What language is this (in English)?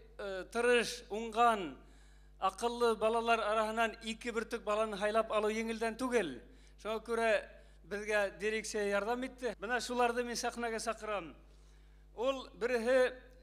Bashkir